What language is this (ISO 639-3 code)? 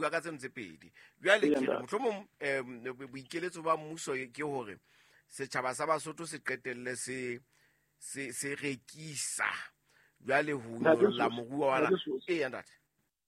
sot